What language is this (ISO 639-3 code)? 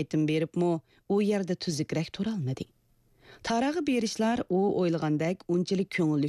uig